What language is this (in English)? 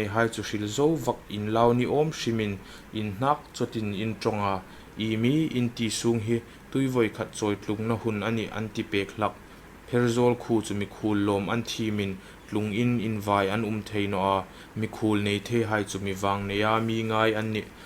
Hmar